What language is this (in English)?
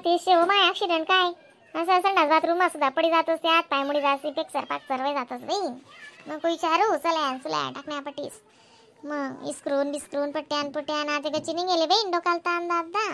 Khandesi